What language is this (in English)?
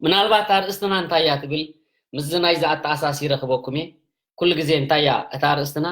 Tigrinya